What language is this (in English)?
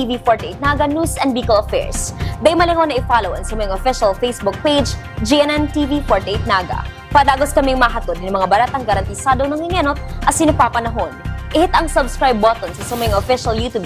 Bikol